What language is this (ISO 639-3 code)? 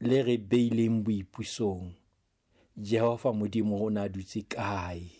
sot